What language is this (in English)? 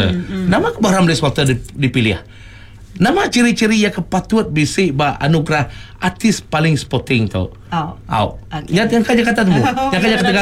Iban